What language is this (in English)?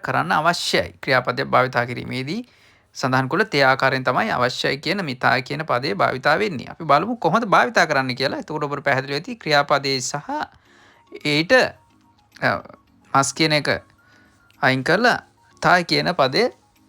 Sinhala